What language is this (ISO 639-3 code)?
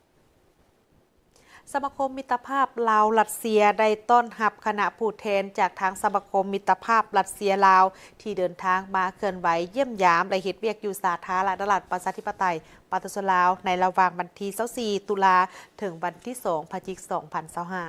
lao